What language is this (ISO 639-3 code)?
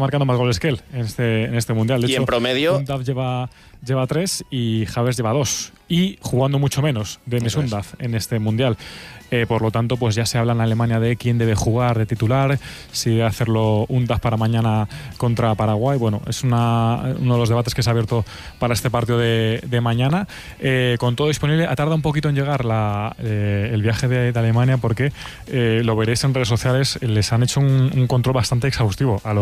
spa